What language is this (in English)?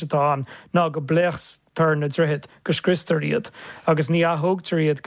Irish